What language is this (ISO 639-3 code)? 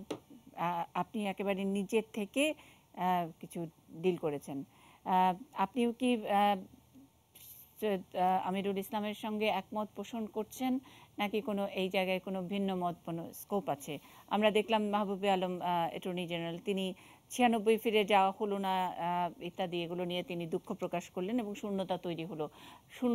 ben